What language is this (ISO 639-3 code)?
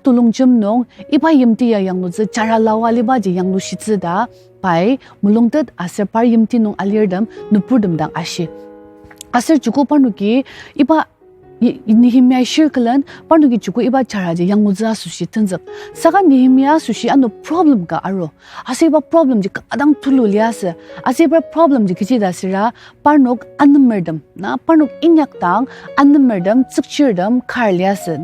njo